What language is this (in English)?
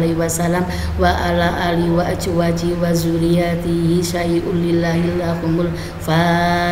Indonesian